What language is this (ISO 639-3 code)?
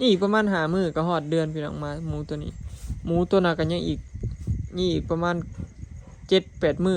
lao